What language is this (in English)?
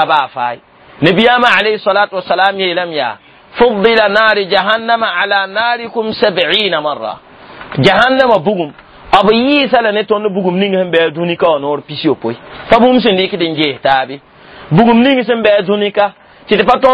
Mossi